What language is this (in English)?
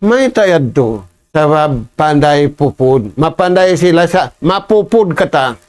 Tausug